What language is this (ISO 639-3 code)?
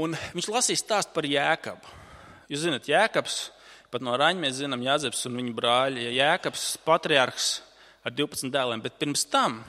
lav